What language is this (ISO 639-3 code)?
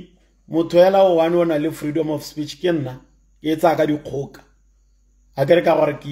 tsn